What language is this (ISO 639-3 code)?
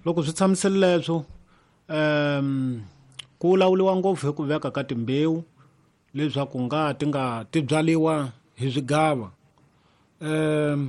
tso